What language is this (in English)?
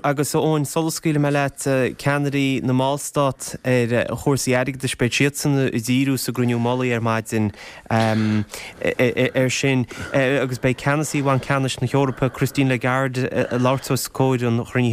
Irish